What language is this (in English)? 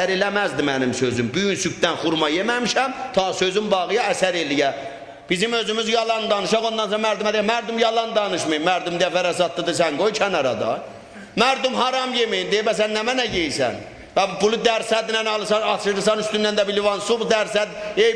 South Azerbaijani